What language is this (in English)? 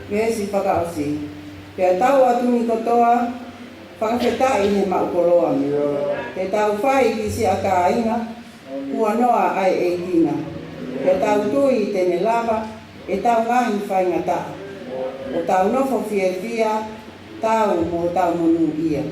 Tongan